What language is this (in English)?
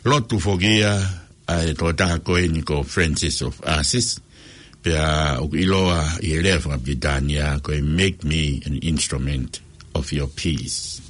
Tongan